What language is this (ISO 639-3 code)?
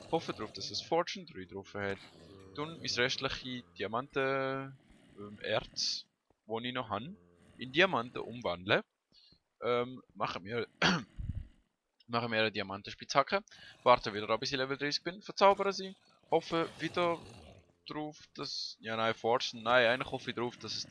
gsw